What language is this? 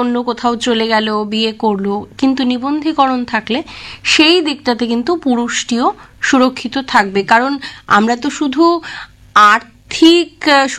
Bangla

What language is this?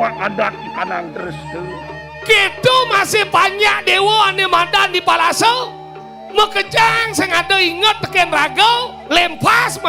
Balinese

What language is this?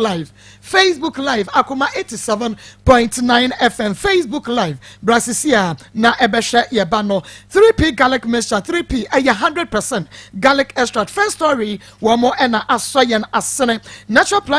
Akan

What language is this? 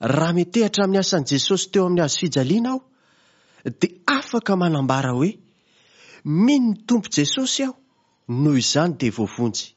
Malagasy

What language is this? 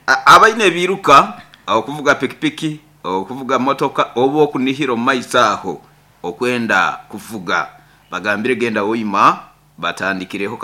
Nyoro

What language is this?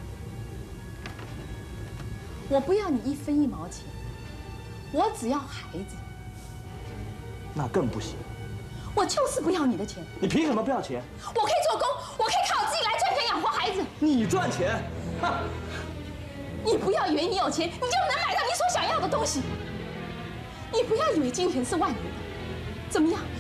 Chinese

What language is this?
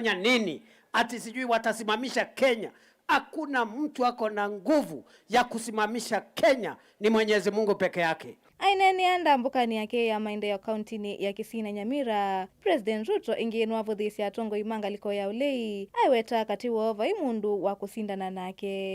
Kamba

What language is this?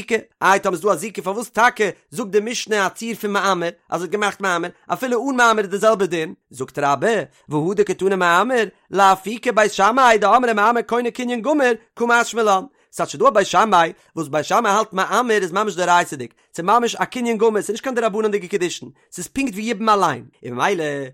Yiddish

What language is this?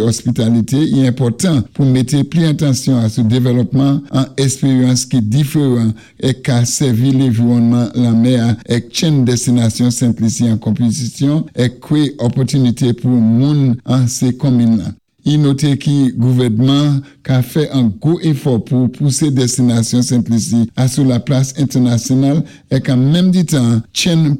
Saint Lucian Creole French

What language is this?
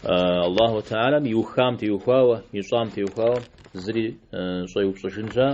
Kabardian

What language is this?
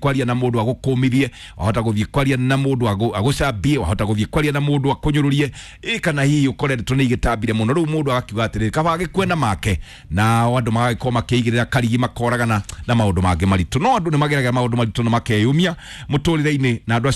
Kikuyu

